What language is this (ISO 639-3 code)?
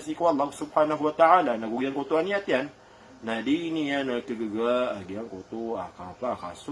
mrw